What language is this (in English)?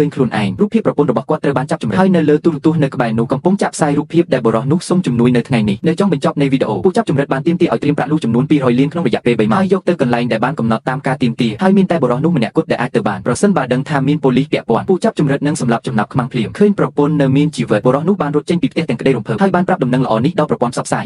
Khmer